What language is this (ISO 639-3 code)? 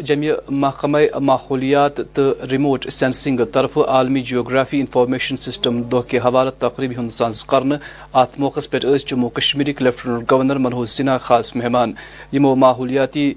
kas